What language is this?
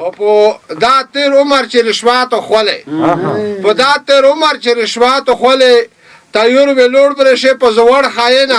Pashto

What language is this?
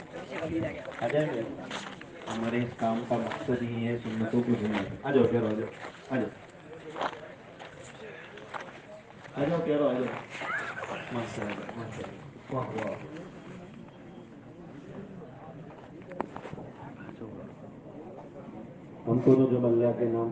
Urdu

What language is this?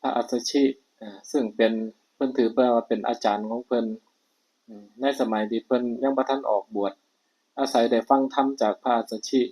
Northeastern Thai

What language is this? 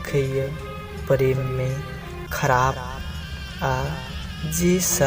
Maithili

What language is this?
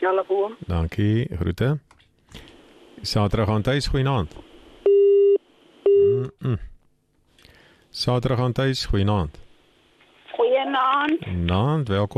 Afrikaans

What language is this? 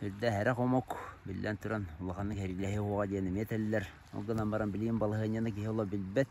Yakut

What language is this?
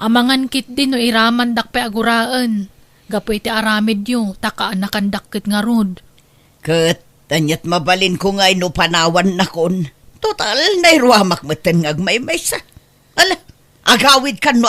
Iloko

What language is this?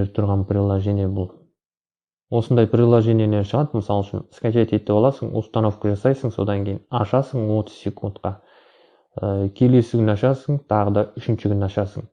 Kazakh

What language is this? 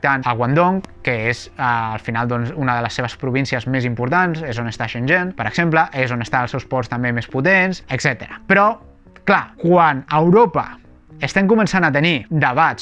Catalan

